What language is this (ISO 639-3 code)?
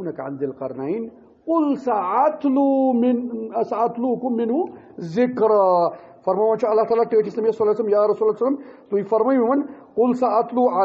kas